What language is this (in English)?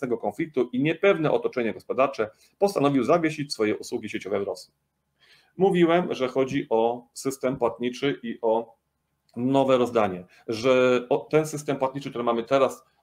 Polish